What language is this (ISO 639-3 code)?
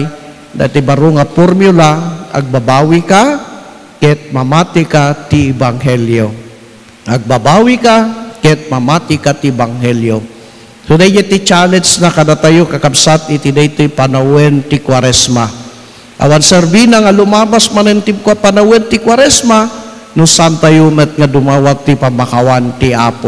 ilo